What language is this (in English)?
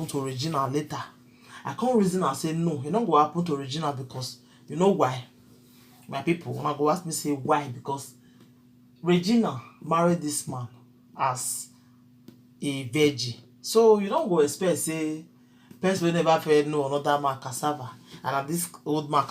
Nigerian Pidgin